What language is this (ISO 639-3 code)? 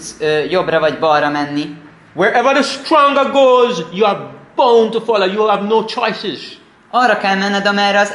hun